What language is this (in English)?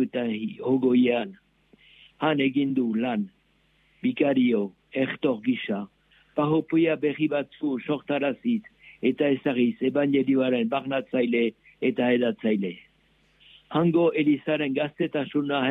Basque